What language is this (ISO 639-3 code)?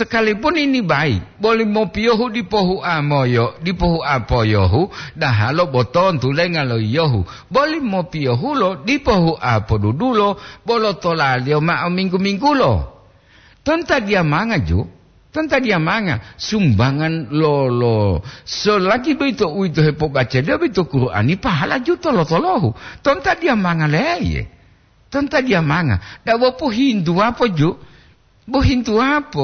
gor